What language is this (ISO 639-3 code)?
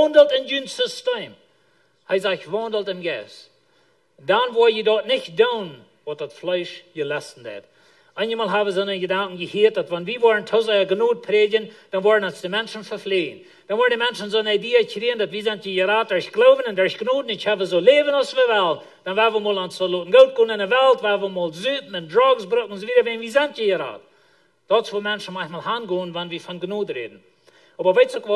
pdt